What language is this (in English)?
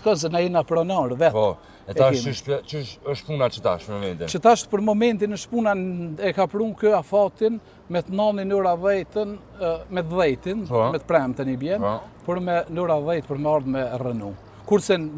Albanian